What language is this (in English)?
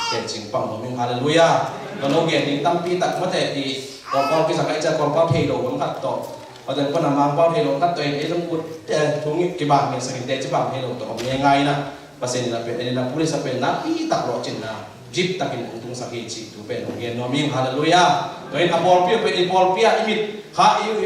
Tedim Chin